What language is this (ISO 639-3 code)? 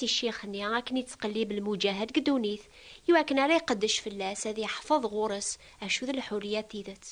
kab